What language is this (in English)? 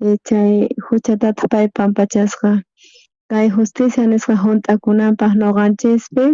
South Bolivian Quechua